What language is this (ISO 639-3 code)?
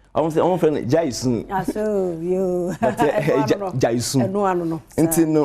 aka